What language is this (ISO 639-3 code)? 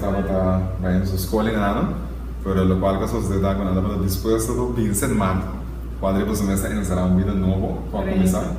pap